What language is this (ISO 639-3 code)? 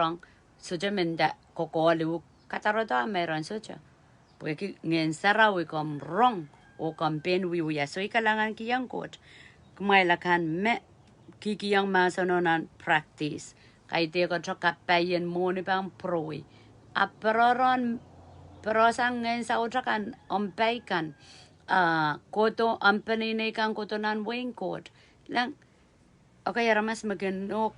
pon